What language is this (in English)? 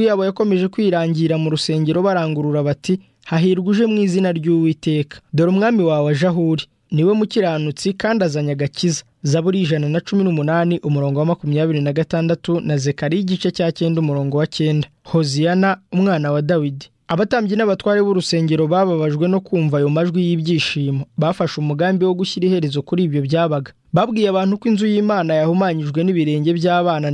Kinyarwanda